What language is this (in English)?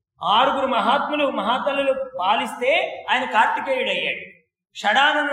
Telugu